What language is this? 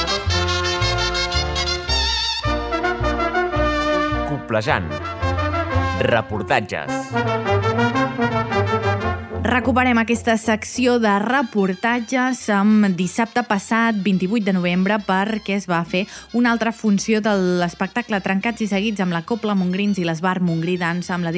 Catalan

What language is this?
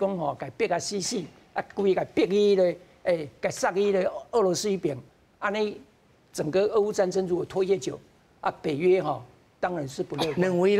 Min Nan Chinese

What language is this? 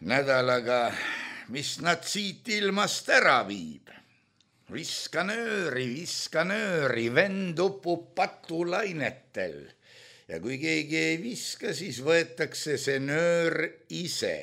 Estonian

